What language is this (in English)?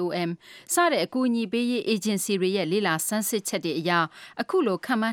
Burmese